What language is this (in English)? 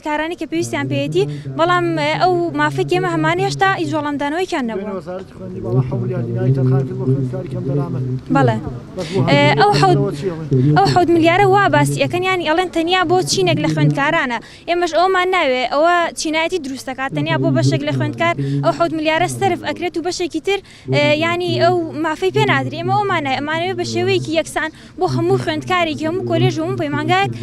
Central Kurdish